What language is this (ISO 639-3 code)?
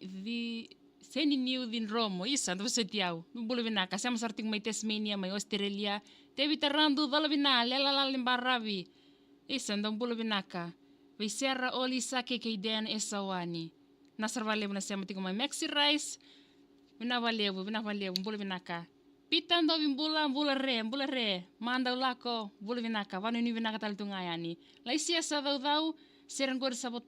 fij